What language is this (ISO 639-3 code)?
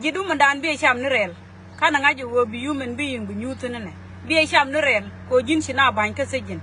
nus